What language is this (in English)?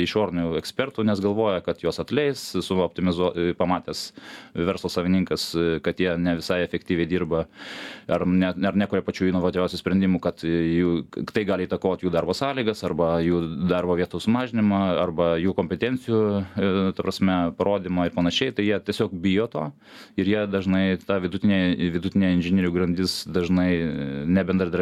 Lithuanian